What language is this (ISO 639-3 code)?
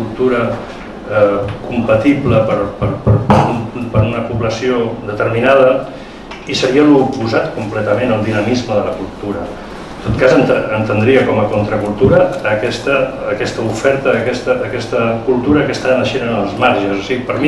cat